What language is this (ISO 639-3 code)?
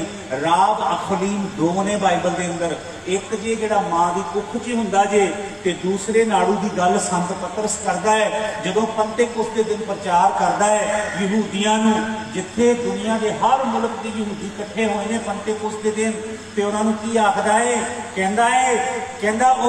pan